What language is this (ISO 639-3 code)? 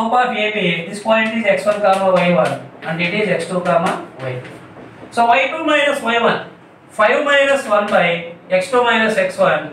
eng